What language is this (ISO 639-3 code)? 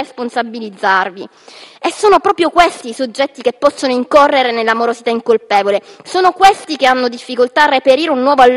ita